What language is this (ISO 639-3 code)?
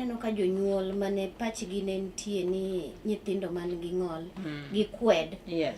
luo